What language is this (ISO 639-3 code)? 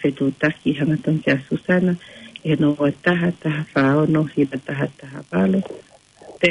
ton